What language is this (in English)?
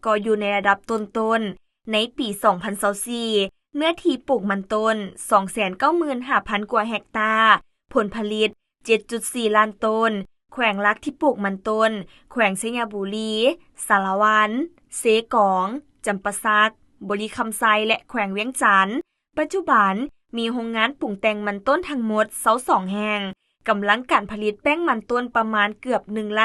Lao